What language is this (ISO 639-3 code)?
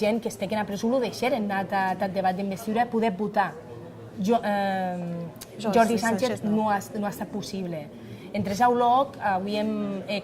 oci